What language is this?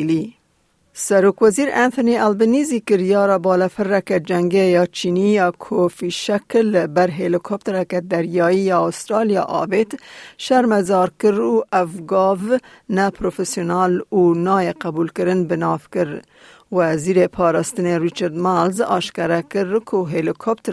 Kurdish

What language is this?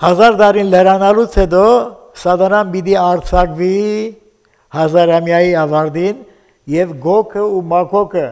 Armenian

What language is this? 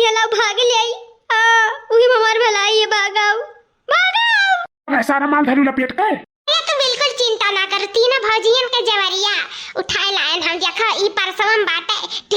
Awadhi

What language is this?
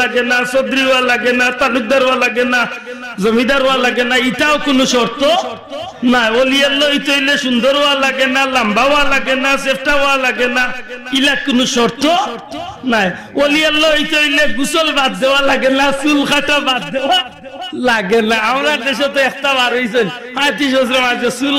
Sylheti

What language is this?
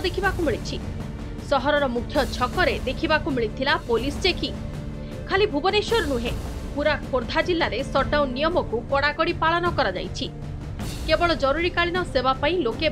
Odia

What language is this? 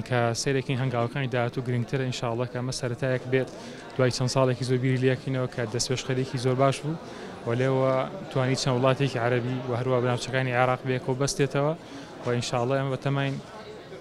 Central Kurdish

